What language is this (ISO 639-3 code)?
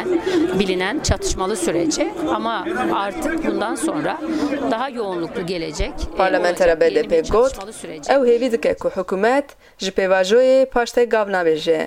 kur